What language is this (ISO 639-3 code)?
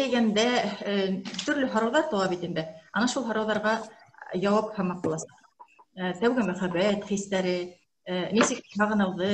bak